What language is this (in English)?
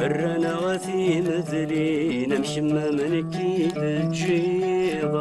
Kabyle